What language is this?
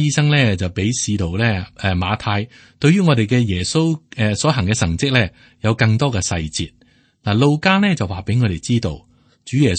Cantonese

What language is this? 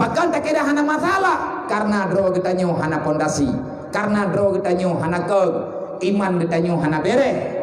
Achinese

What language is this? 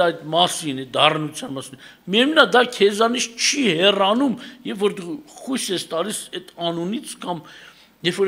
Armenian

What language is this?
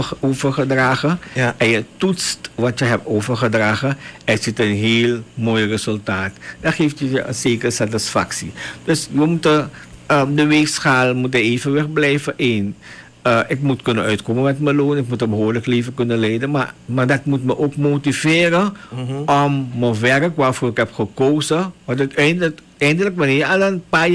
Dutch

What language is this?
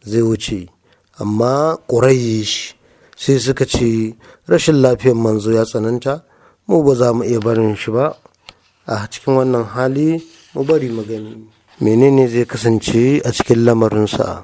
Hausa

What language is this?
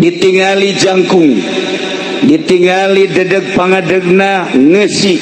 Sundanese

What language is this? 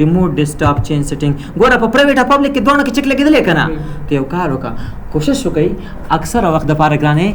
Pashto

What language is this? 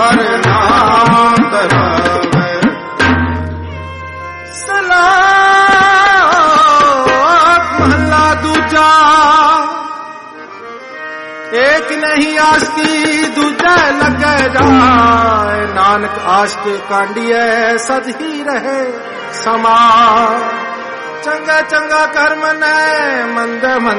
Punjabi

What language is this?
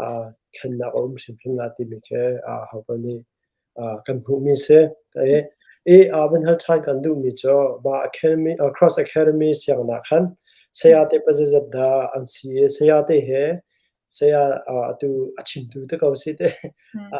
Hakha Chin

